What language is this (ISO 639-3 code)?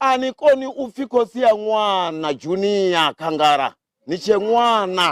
ven